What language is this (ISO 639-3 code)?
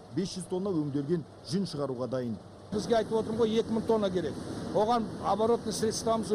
kaz